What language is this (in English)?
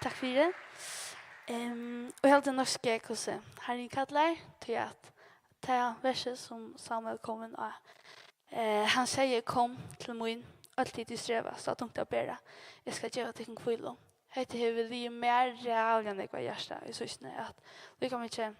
Faroese